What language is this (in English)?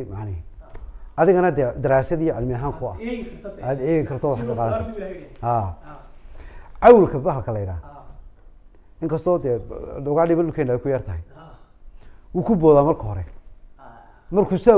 Somali